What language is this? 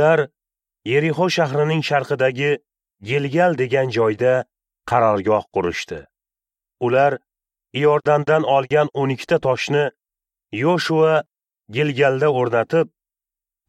Uzbek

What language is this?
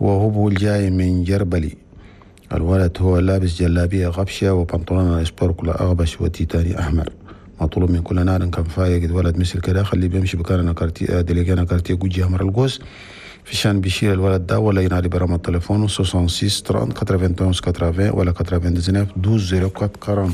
Chadian Arabic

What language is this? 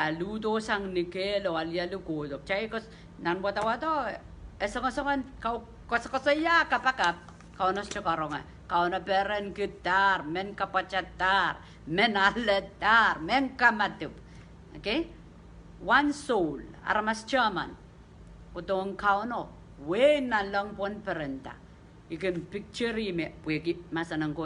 Pohnpeian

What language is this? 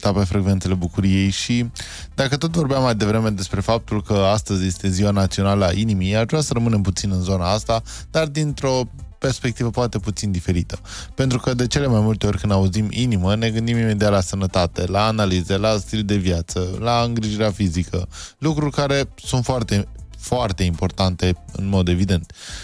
Romanian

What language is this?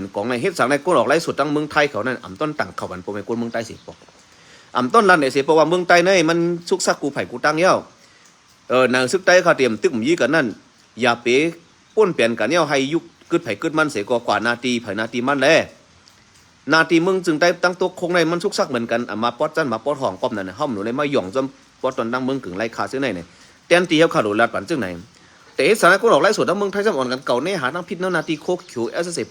Shan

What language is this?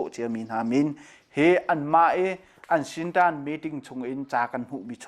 Hakha Chin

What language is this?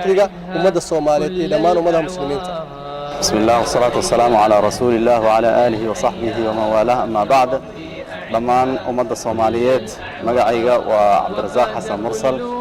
Somali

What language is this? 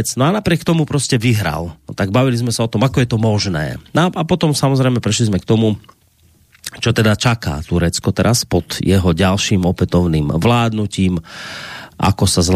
Slovak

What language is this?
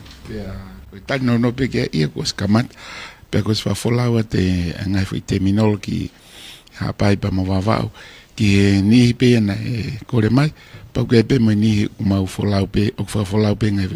Tongan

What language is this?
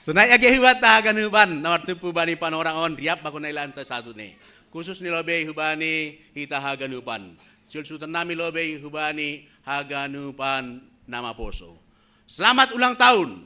Batak Simalungun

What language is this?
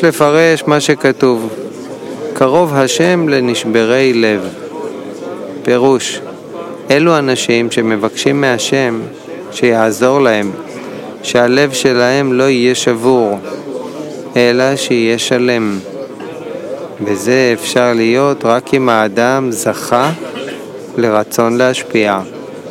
Hebrew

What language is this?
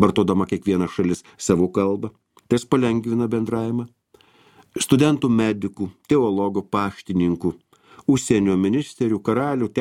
Lithuanian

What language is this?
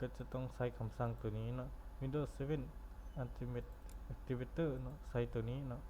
Lao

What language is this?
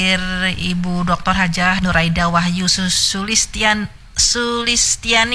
Indonesian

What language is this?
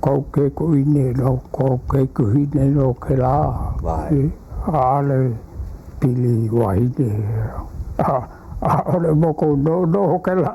Hawaiian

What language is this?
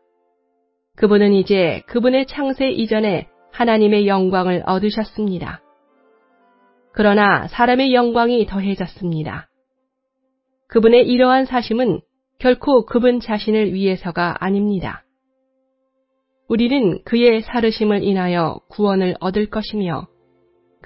Korean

